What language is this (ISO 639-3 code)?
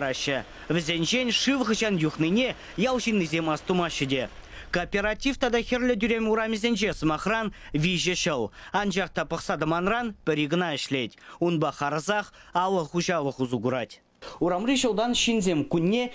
chv